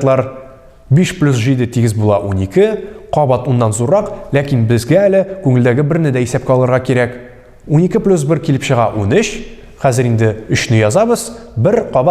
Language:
Tatar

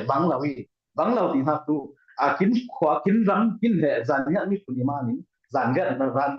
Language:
Falam Chin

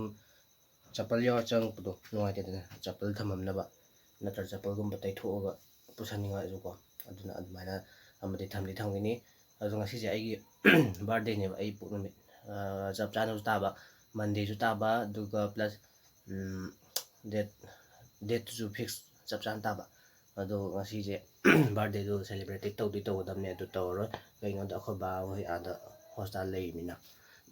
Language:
Manipuri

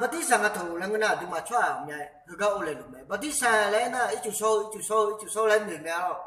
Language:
Akha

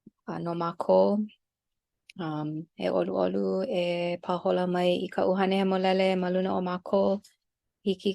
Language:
Hawaiian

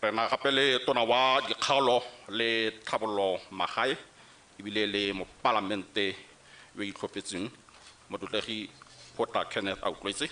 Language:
Tswana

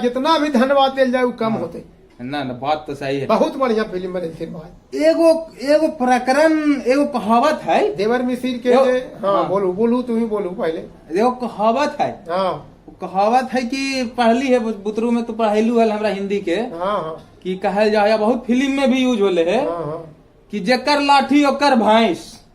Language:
Magahi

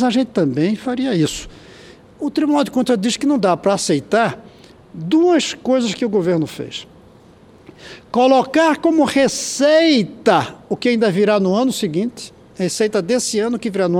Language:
Portuguese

